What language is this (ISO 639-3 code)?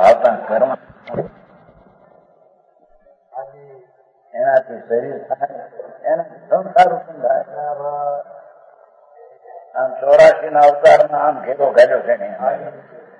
guj